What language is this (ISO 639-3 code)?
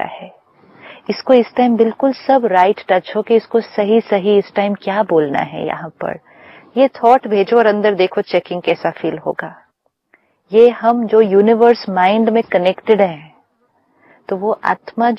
hin